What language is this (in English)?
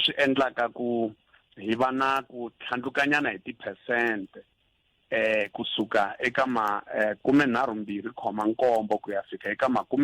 Tsonga